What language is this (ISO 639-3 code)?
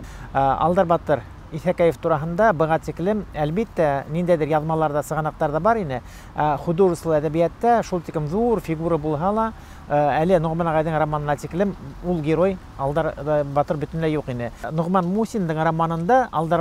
bak